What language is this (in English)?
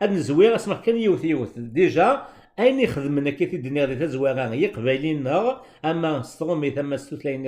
Kabyle